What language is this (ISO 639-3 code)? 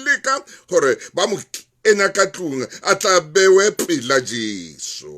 sot